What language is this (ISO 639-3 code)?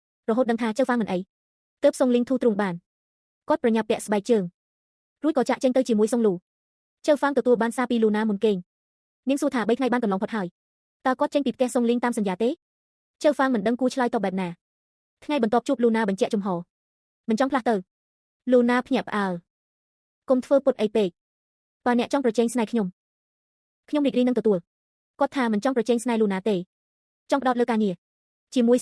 khm